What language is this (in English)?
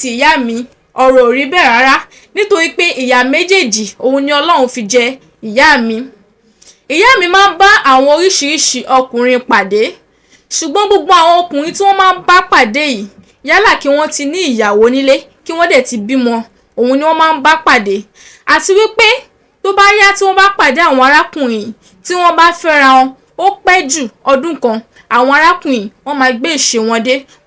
Yoruba